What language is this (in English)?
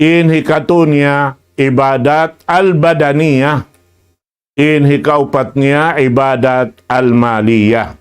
Tausug